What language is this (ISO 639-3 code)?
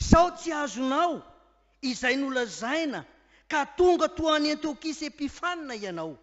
mlg